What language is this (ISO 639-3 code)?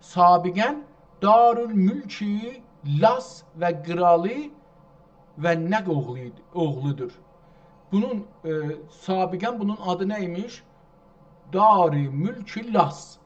azb